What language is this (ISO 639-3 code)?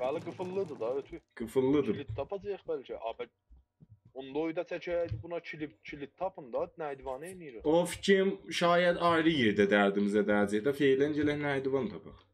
azb